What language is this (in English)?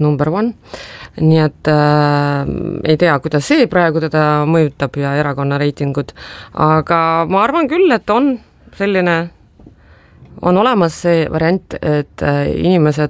Estonian